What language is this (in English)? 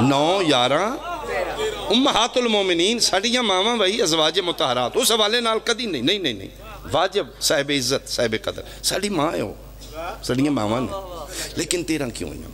Pahari-Potwari